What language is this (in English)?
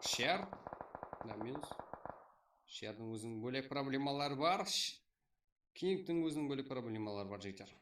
Kara-Kalpak